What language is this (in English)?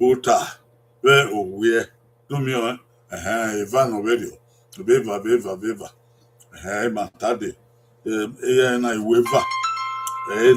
Bini